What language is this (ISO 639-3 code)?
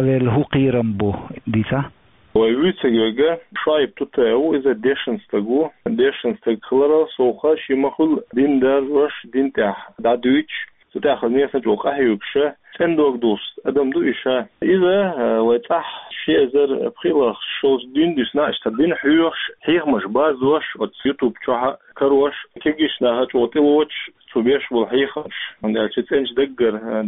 che